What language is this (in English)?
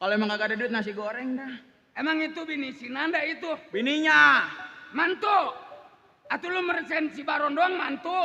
Betawi